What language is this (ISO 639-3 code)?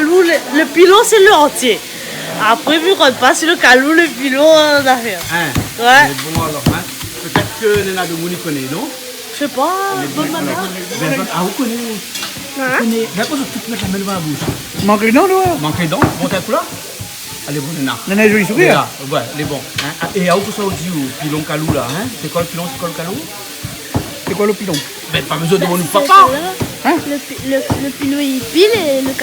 rcf